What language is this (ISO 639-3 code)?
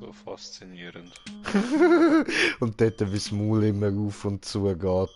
gsw